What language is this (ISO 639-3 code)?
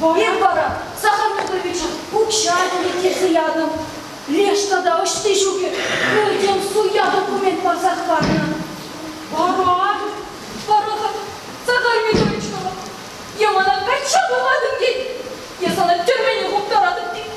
chv